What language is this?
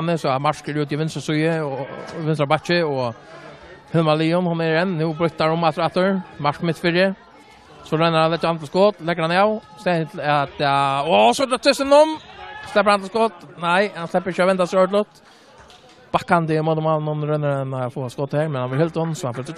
Faroese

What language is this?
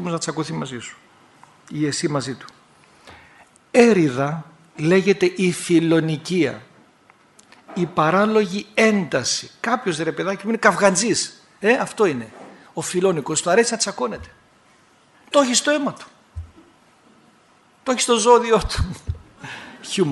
Greek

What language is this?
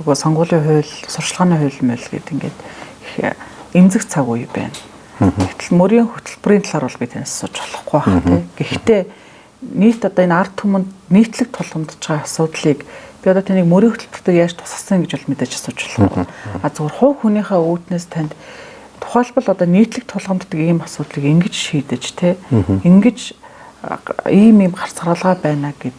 Mongolian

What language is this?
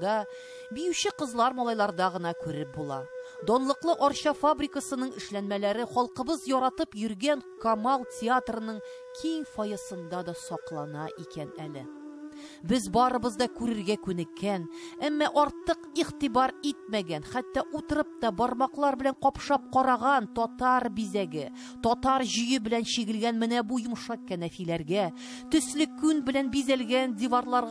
Tatar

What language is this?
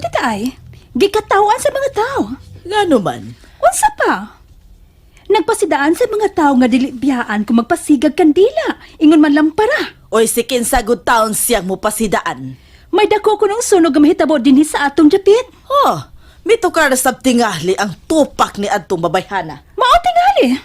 Cebuano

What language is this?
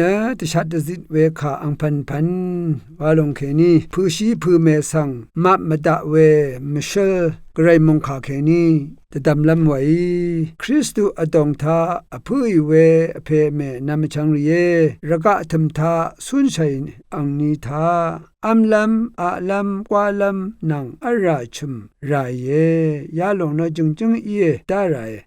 Rawang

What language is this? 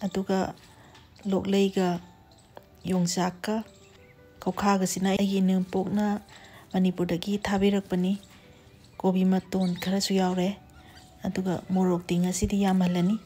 Manipuri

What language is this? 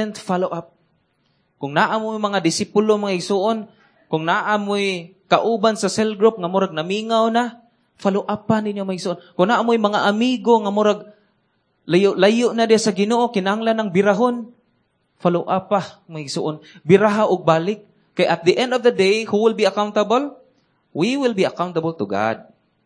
Cebuano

